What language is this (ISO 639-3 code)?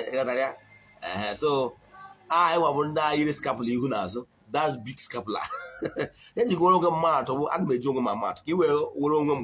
ibo